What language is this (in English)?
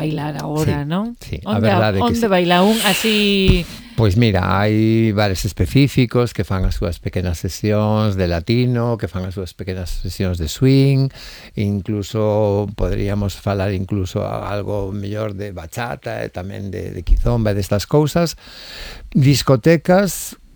Galician